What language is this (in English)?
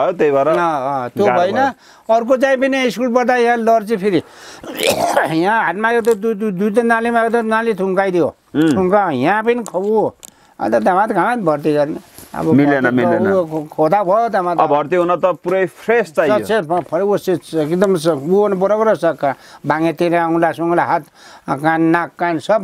Nepali